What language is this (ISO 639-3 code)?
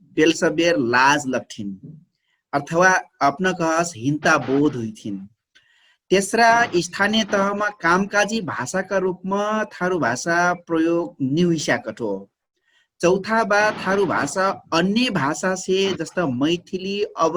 thl